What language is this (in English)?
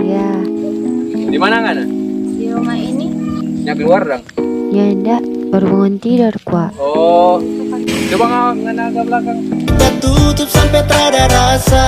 Manado Malay